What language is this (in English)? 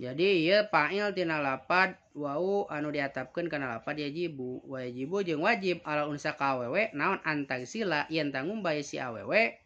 Sundanese